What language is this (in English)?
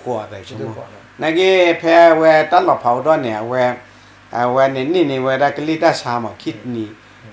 S'gaw Karen